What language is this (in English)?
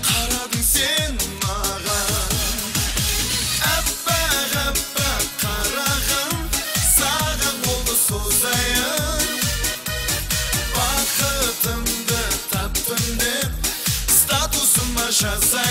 Kazakh